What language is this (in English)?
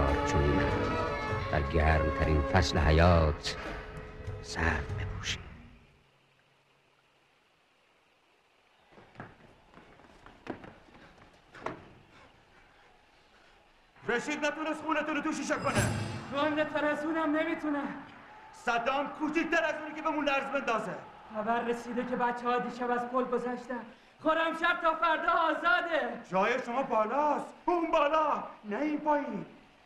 Persian